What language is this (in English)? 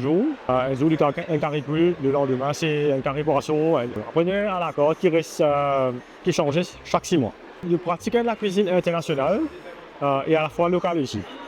Morisyen